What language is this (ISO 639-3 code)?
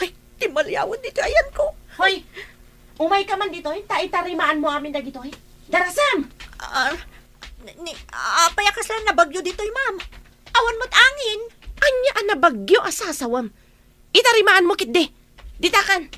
ilo